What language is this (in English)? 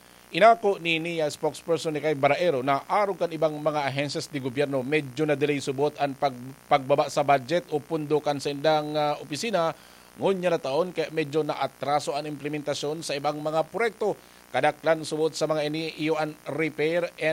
Bikol